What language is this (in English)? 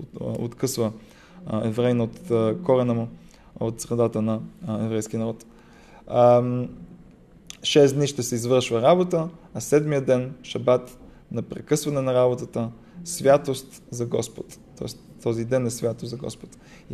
Bulgarian